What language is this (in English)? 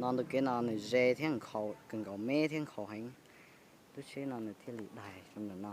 Hmong